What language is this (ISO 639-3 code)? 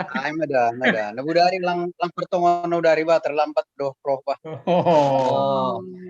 bts